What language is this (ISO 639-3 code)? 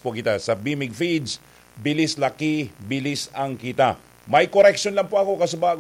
bik